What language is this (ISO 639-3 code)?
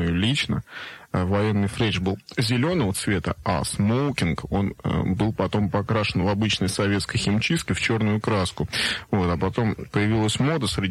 rus